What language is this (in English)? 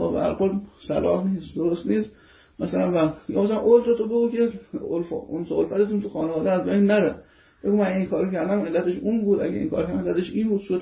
Persian